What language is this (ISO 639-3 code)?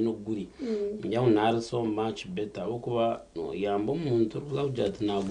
nyn